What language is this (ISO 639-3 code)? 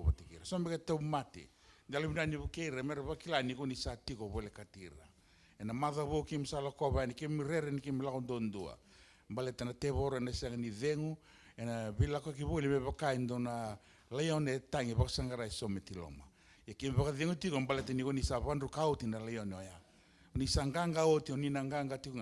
fij